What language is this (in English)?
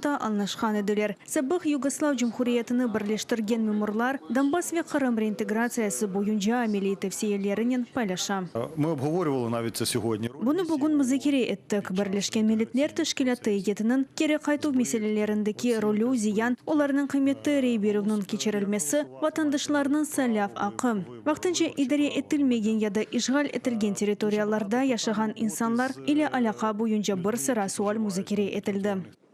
Crimean Tatar